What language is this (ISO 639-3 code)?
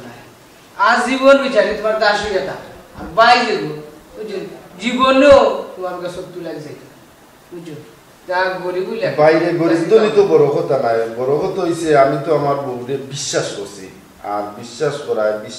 syl